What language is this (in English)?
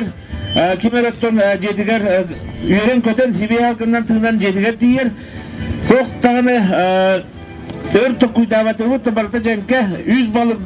Yakut